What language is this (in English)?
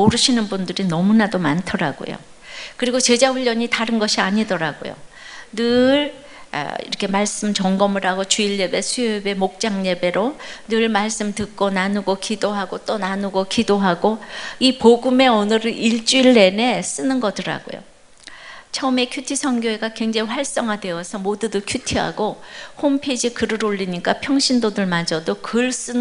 Korean